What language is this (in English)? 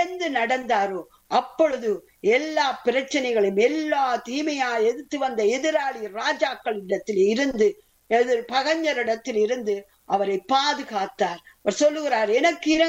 Tamil